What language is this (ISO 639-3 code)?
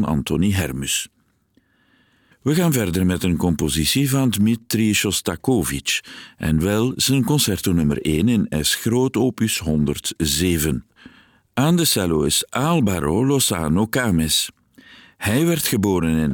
nld